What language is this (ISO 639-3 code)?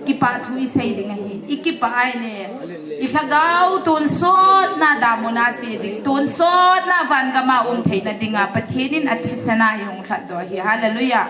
hmr